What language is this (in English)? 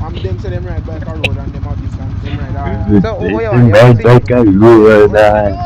Jamaican Creole English